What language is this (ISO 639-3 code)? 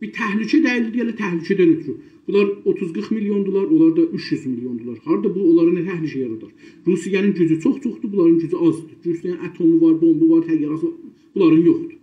azb